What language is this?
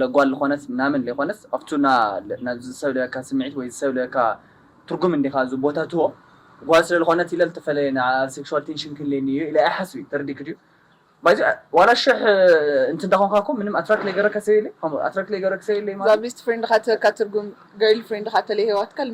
Tigrinya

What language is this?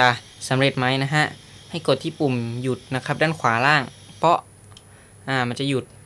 Thai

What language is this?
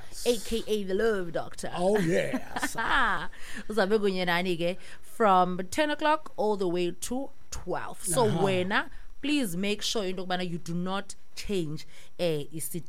Xhosa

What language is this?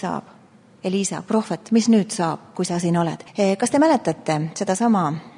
Estonian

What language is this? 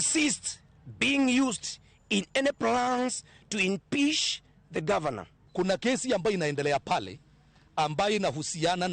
Luo (Kenya and Tanzania)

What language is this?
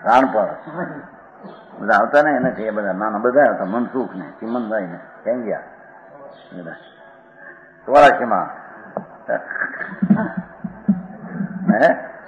Gujarati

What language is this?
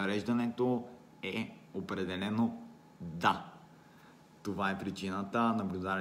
Bulgarian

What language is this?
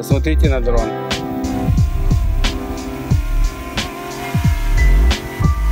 Russian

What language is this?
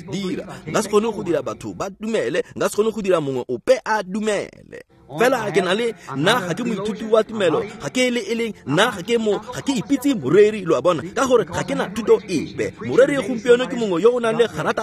Tswana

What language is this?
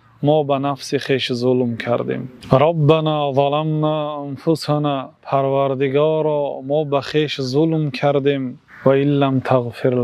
Tajik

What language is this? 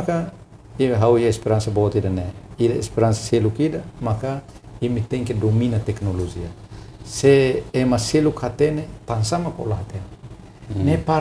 Tetum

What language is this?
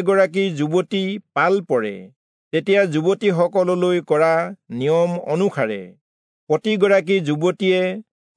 Assamese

